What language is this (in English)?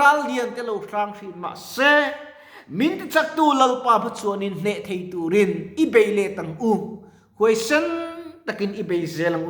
Mizo